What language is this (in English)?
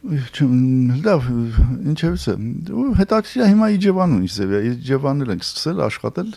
Armenian